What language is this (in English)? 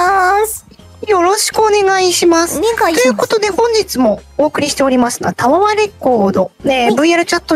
Japanese